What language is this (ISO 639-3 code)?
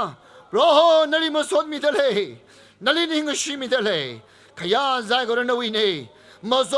nmf